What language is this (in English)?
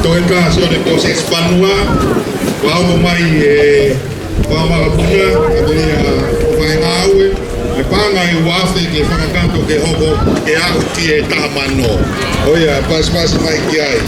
Tongan